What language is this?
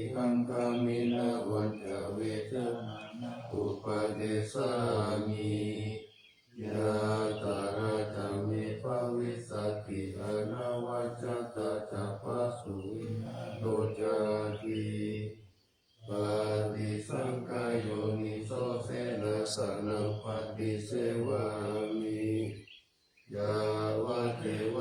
Pali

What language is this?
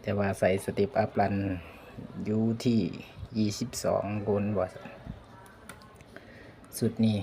Lao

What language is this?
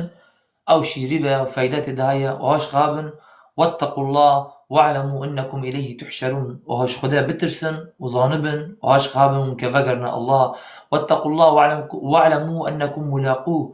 Kurdish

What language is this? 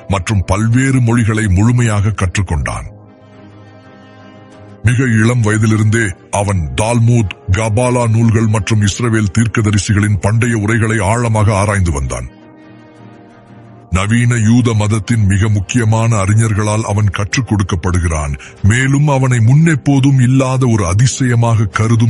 Tamil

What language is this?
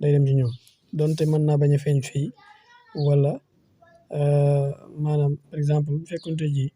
Wolof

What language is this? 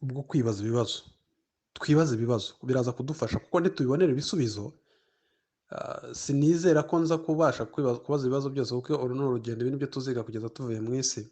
Kinyarwanda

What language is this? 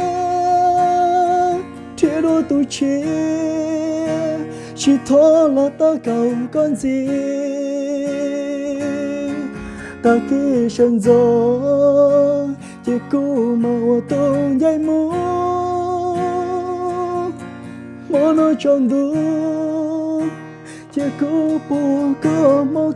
Hmong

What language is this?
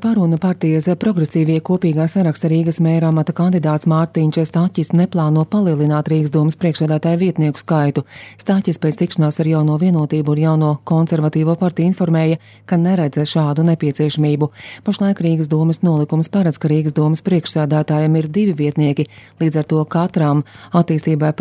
Latvian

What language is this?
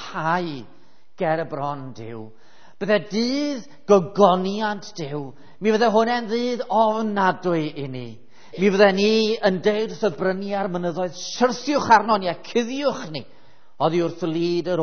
Welsh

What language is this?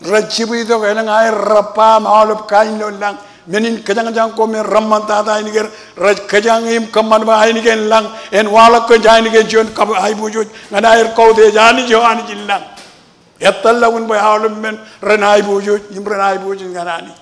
Marshallese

